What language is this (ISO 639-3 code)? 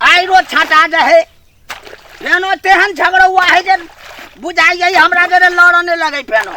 mai